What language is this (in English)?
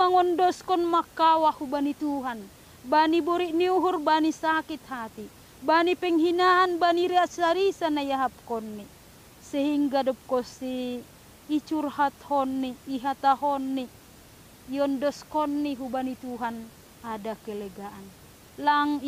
Batak Simalungun